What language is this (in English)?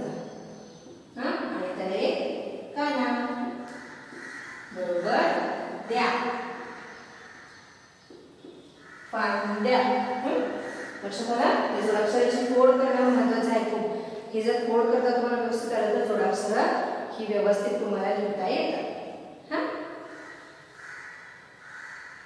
Marathi